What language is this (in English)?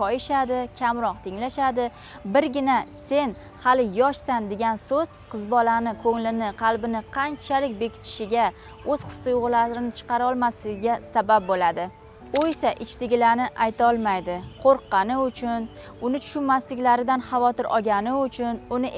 Uzbek